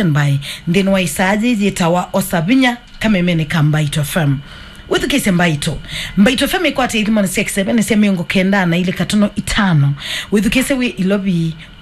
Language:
Kamba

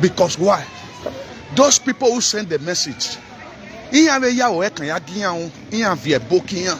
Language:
Nigerian Pidgin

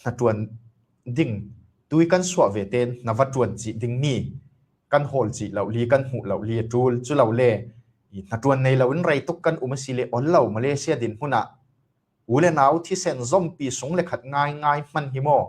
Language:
Falam Chin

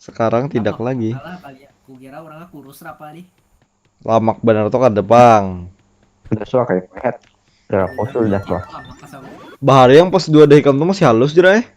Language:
Banjar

